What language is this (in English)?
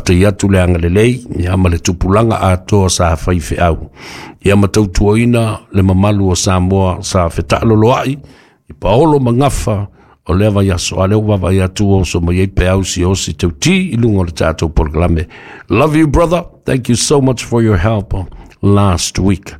Samoan